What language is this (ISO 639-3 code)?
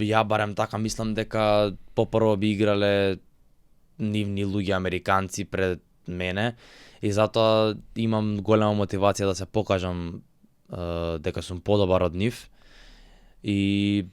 mkd